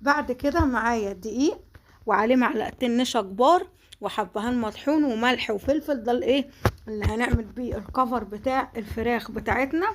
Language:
Egyptian Arabic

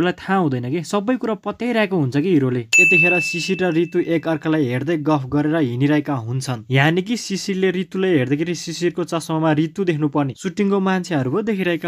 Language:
Nepali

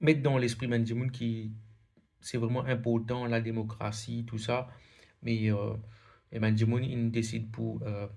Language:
Morisyen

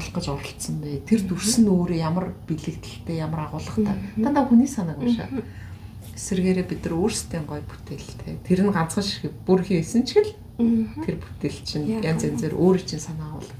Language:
Mongolian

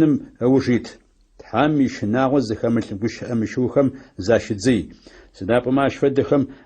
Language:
Adyghe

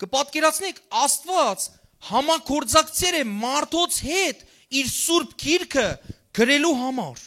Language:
Western Armenian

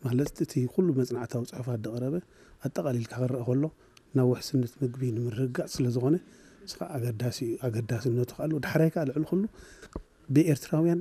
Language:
Tigrinya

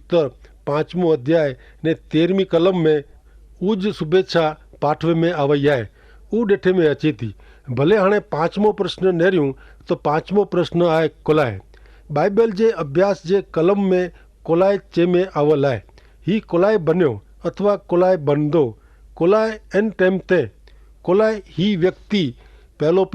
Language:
Kachhi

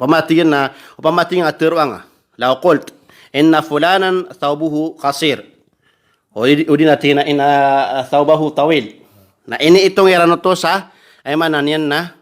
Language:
Maranao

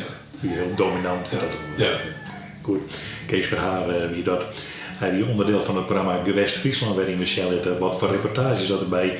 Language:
Western Frisian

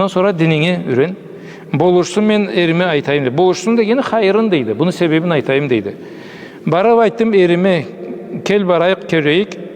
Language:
Karachay-Balkar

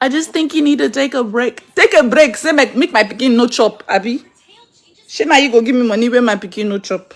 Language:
Nigerian Pidgin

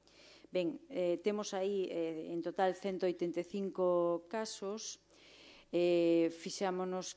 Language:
Galician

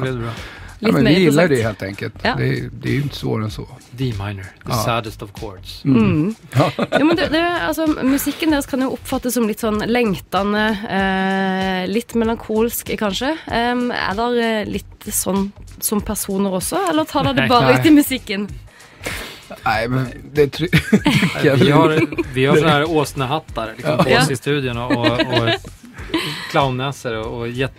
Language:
Swedish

